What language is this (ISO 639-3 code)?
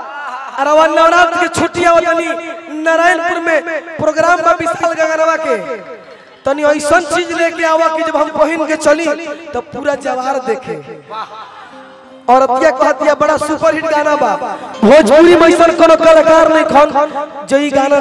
bho